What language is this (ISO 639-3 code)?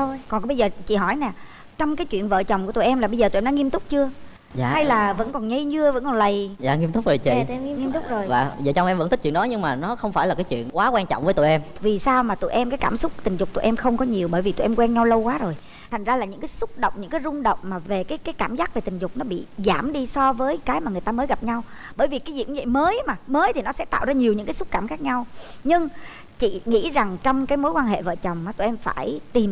vie